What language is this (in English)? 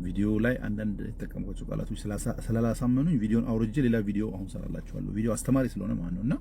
Amharic